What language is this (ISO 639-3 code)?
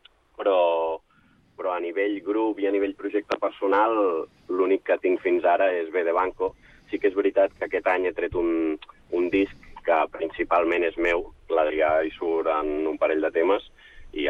cat